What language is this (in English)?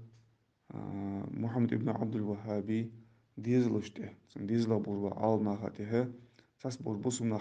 Ingush